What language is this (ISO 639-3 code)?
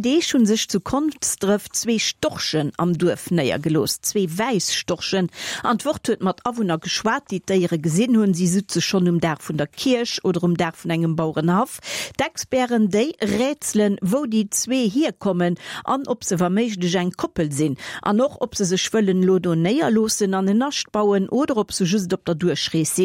ltz